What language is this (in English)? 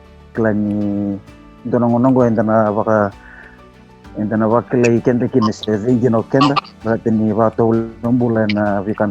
Fijian